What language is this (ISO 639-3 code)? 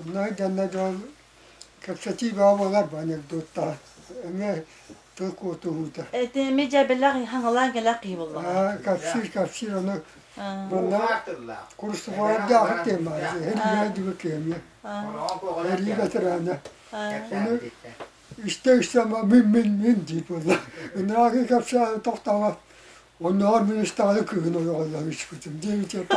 sah